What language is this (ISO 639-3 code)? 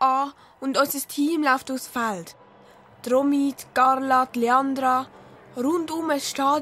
gsw